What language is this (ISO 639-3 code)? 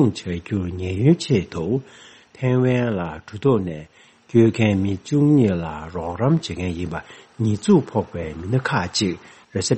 bod